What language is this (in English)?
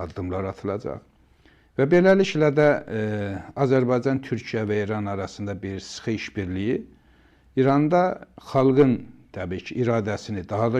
Azerbaijani